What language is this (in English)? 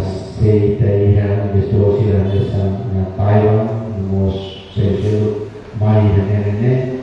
Tetum